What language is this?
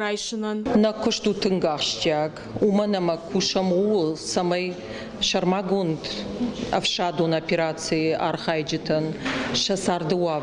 Ossetic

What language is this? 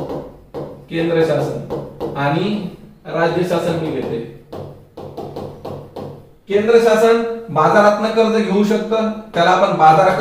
Marathi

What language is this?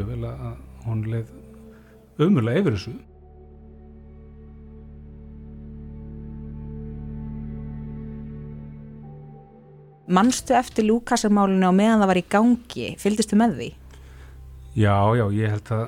Icelandic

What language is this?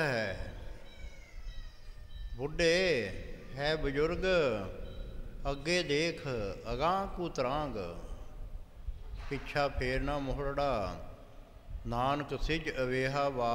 Punjabi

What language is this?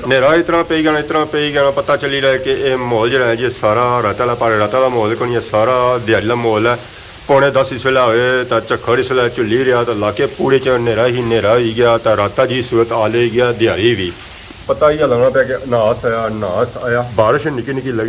Pahari-Potwari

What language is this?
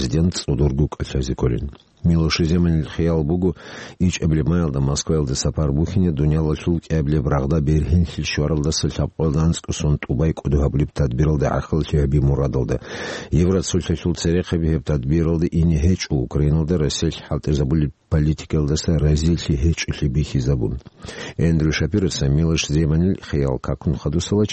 Avaric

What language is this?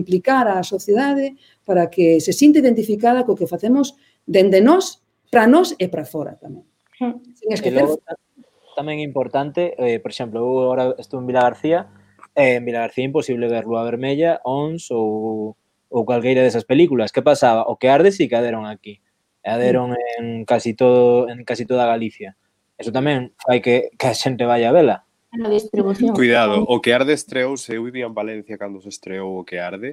Galician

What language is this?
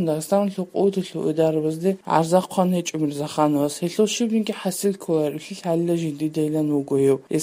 Georgian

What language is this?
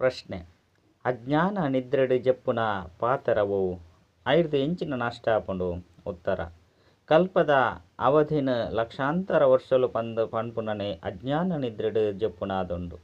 Tulu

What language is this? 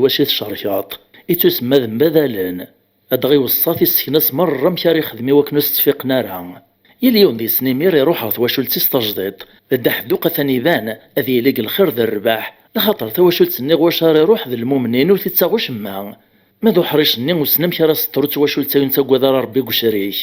Kabyle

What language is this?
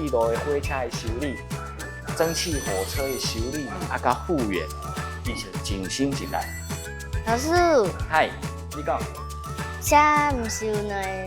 Min Nan Chinese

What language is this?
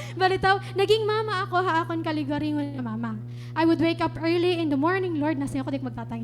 Waray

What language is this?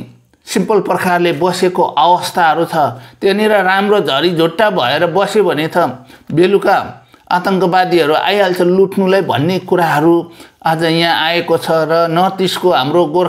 Nepali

